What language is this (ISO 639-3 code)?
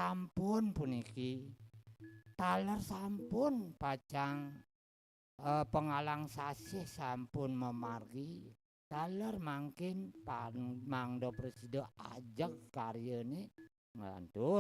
ban